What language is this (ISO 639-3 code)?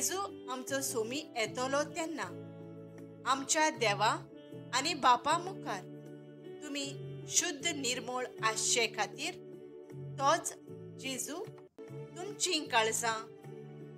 kok